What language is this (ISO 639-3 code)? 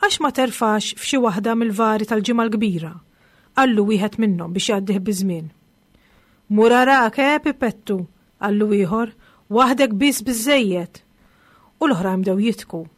mlt